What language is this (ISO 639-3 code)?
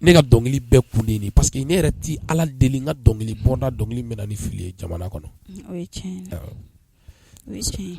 bam